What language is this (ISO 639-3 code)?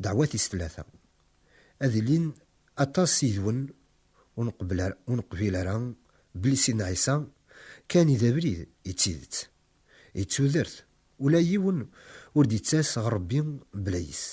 kab